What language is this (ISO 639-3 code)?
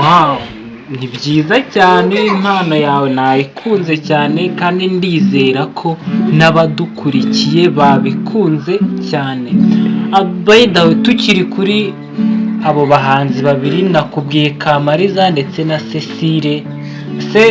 kin